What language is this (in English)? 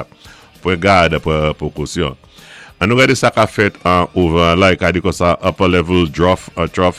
Saint Lucian Creole French